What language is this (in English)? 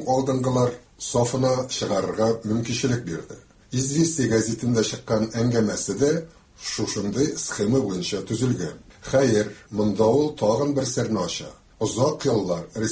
Tatar